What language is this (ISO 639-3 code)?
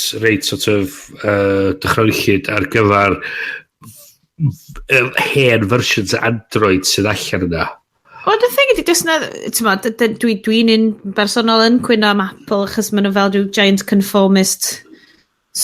cym